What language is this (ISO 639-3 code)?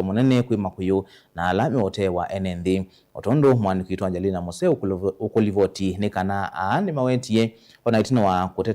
kam